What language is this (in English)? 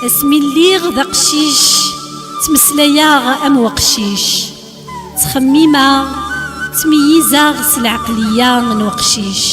Kabyle